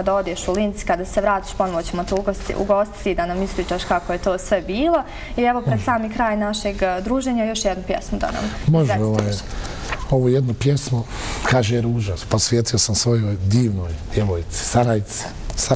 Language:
Bosnian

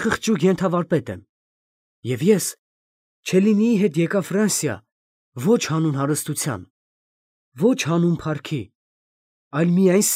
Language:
Armenian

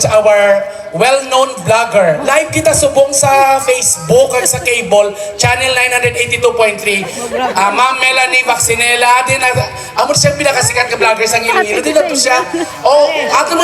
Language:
Hiligaynon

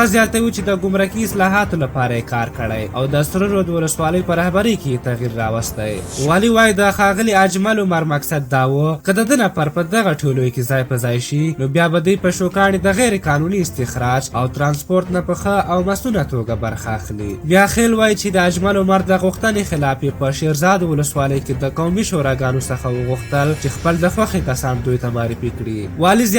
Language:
Pashto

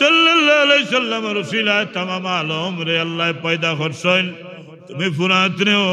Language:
Sylheti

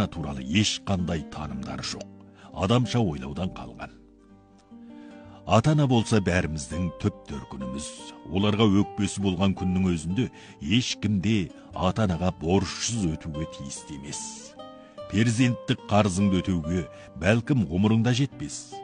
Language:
Kazakh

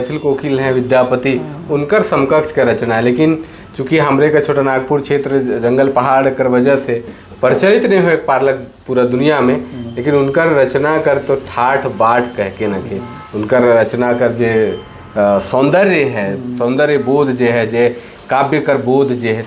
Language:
Sadri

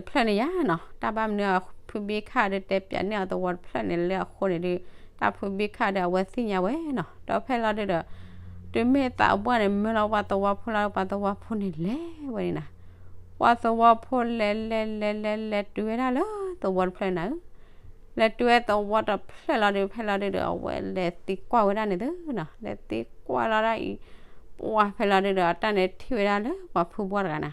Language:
S'gaw Karen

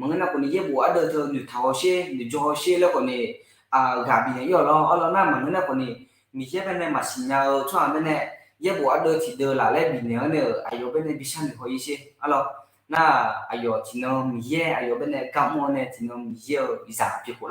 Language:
Akha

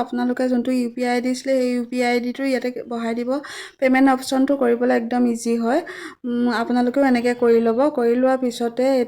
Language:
Assamese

